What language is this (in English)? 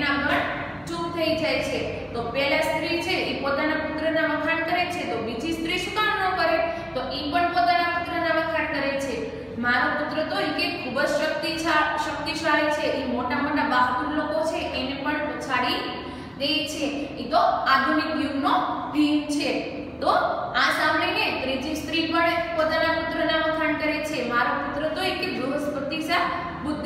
Gujarati